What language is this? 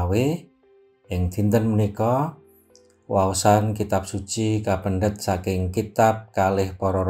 Javanese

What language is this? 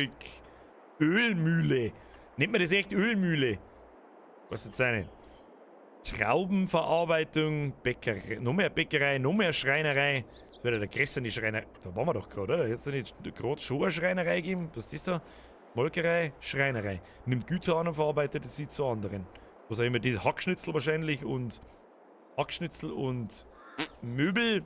Bavarian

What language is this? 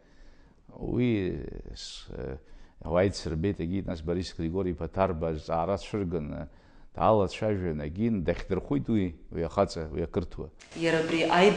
Abkhazian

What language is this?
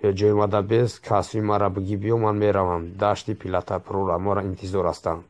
Tajik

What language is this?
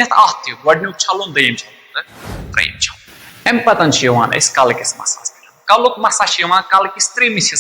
Kashmiri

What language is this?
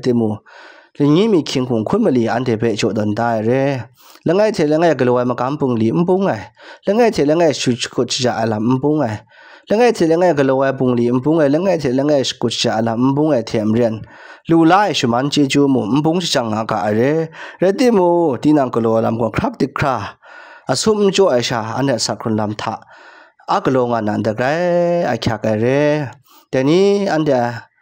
Kachin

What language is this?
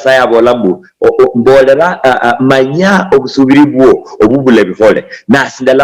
Luyia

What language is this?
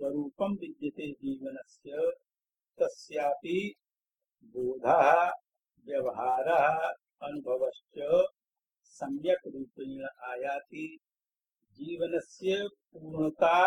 Sanskrit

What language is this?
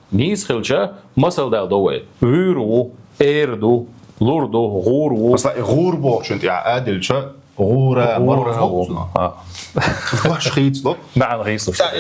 Chechen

